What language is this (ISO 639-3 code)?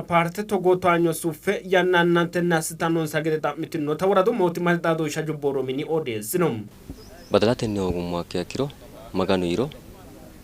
sid